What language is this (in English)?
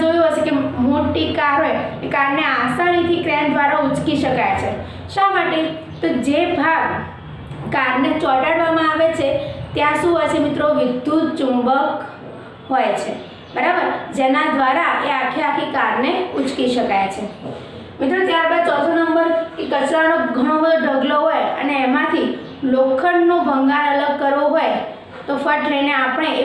Gujarati